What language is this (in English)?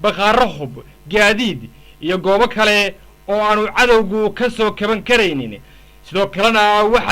Somali